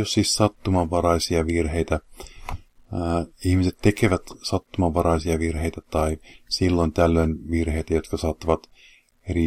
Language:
Finnish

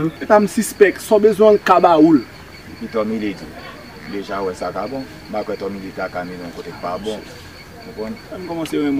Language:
Haitian Creole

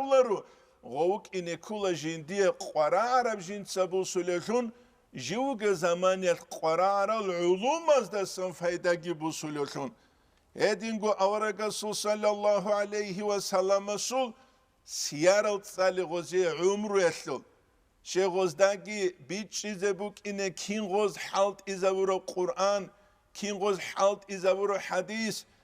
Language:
Avaric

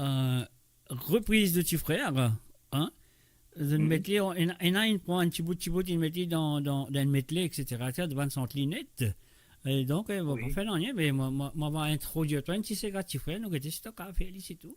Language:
Morisyen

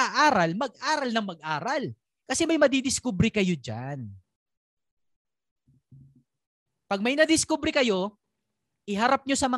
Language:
Filipino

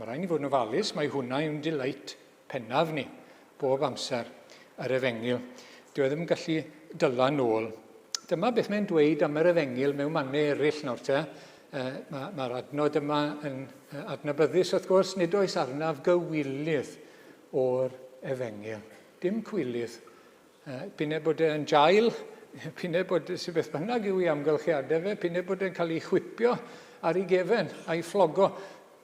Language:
Welsh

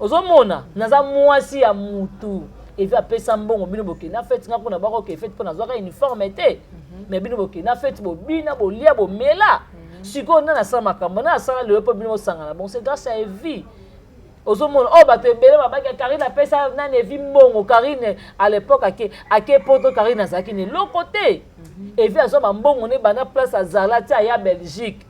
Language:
Lingala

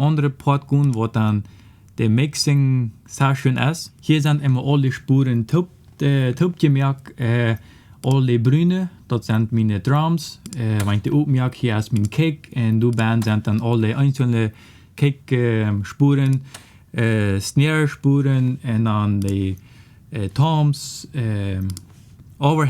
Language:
Plautdietsch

